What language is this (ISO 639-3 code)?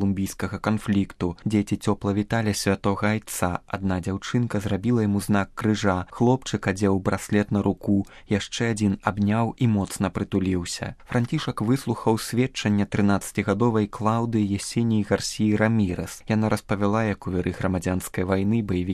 bel